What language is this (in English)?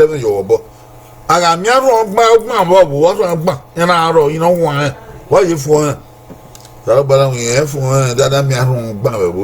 Bini